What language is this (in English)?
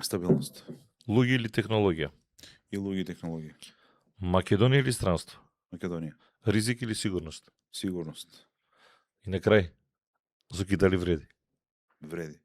Macedonian